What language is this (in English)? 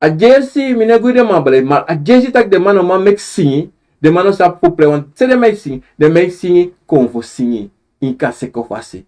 Sranan Tongo